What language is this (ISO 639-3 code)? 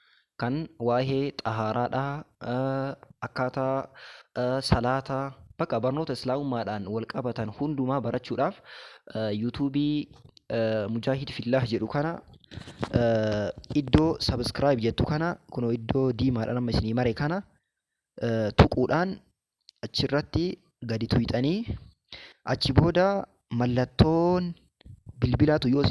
orm